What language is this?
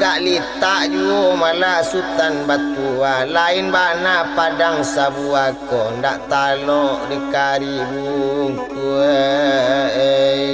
Minangkabau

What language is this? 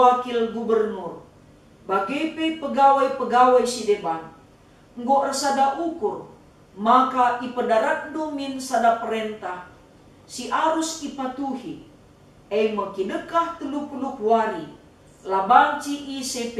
Batak Karo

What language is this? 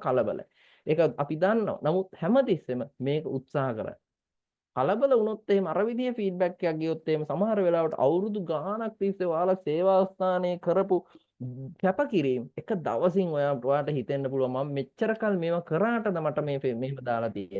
Sinhala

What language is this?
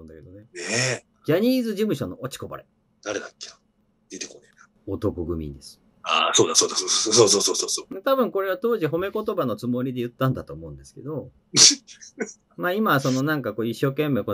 Japanese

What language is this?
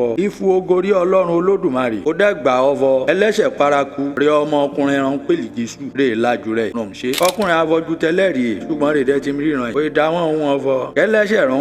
Yoruba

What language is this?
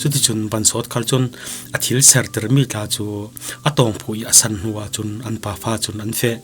Falam Chin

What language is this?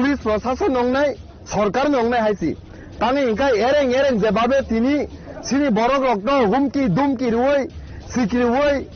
Kok Borok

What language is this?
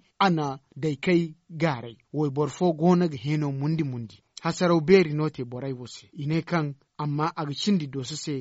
Zarma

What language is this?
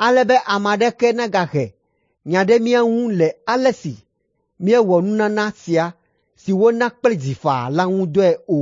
Ewe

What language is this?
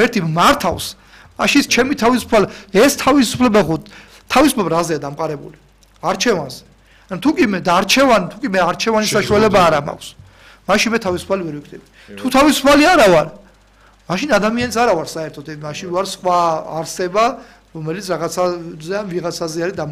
Georgian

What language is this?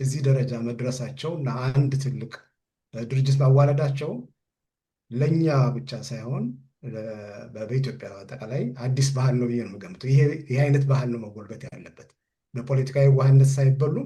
Amharic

